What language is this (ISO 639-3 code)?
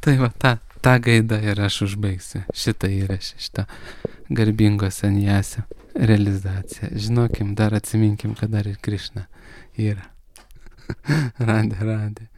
lit